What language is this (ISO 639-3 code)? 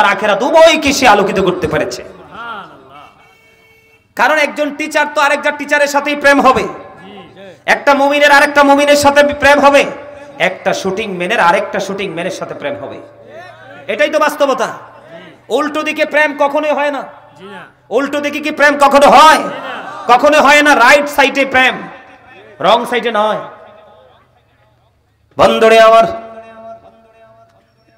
ben